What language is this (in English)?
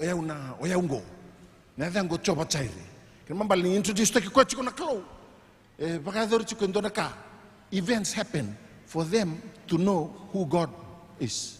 Fijian